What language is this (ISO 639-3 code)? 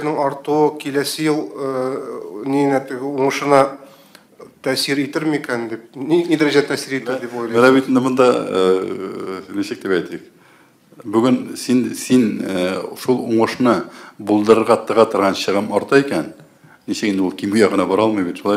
tat